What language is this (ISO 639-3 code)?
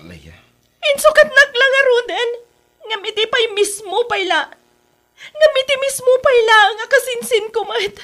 ilo